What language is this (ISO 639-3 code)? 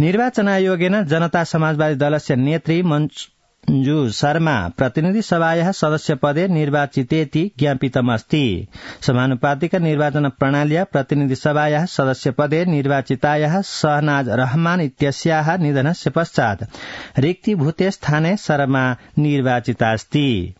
san